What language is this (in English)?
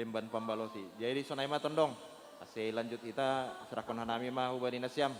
Batak Simalungun